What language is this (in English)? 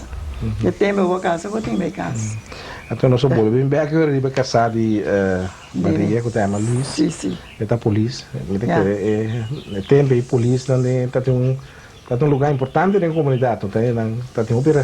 Papiamento